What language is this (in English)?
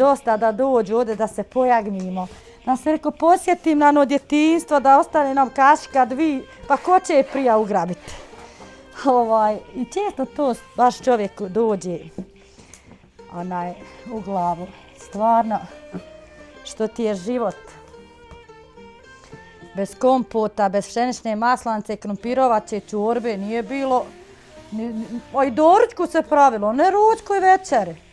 Bosnian